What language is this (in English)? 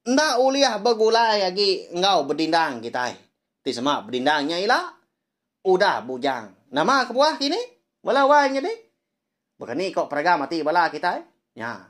Iban